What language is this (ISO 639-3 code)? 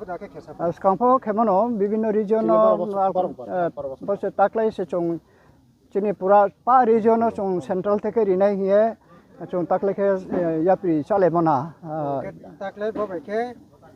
ria